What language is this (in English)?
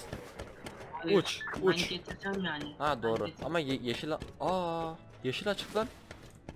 Turkish